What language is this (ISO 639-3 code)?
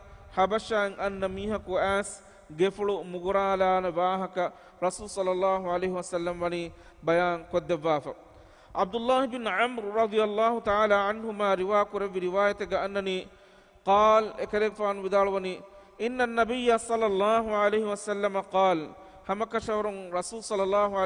div